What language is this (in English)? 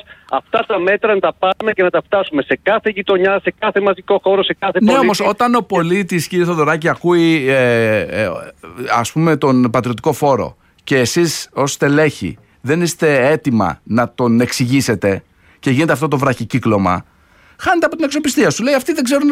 Greek